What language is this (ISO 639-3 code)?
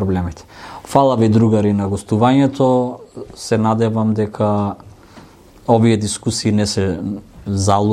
mkd